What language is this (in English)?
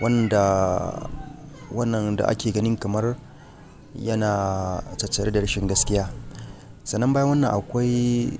Hausa